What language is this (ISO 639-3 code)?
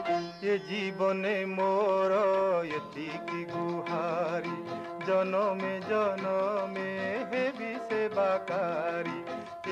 ori